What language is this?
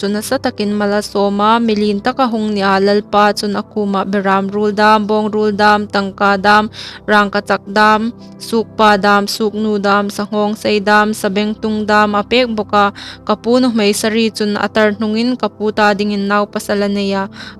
Hmar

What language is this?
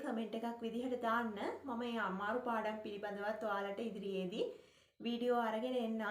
Sinhala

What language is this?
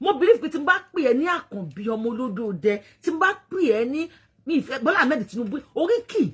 Yoruba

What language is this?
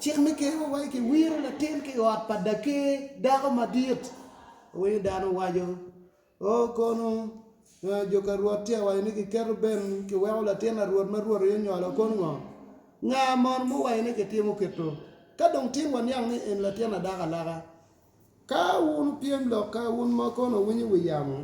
Acoli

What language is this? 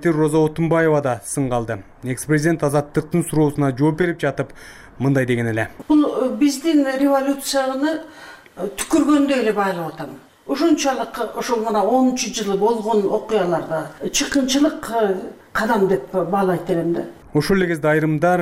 Kyrgyz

